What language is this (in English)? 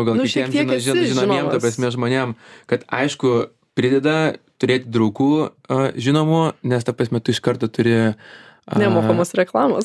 Lithuanian